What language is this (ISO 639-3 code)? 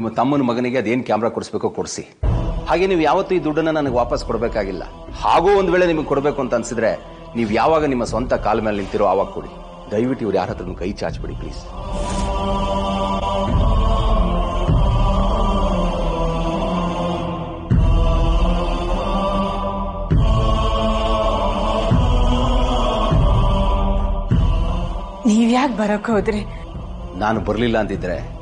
kan